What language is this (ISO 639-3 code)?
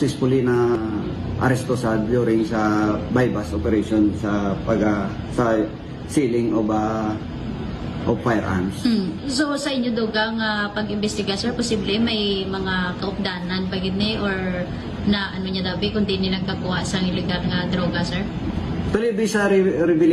hil